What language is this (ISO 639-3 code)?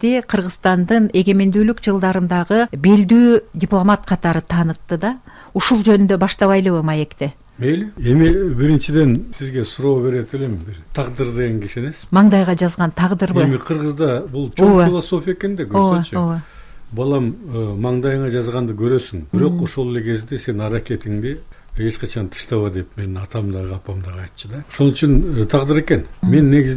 kir